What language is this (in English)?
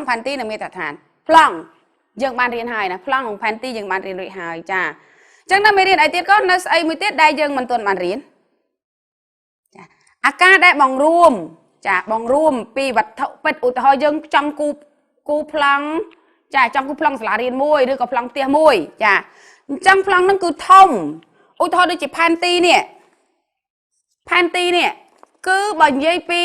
Khmer